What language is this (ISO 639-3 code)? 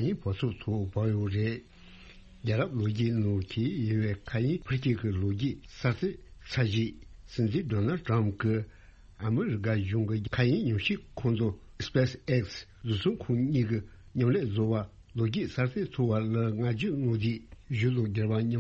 bod